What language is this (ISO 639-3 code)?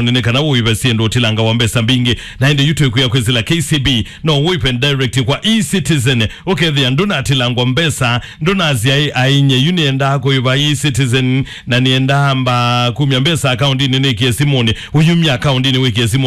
kam